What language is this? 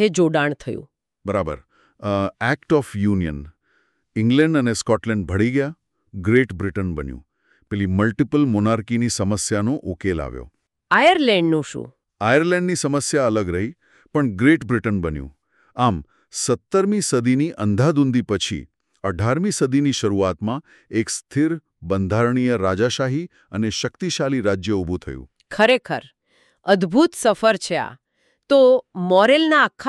Gujarati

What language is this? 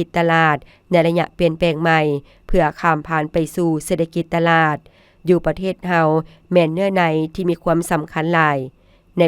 Lao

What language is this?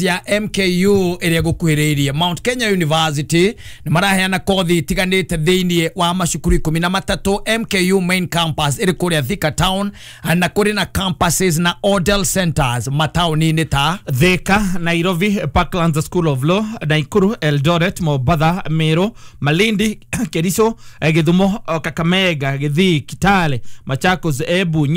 Kikuyu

